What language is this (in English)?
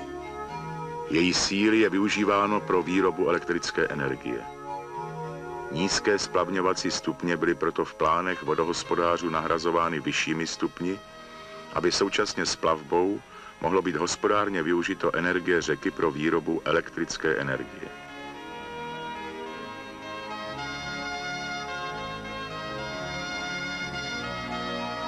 Czech